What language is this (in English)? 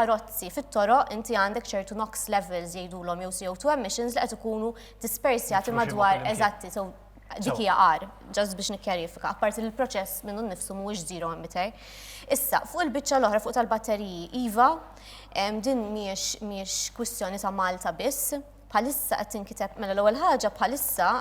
Maltese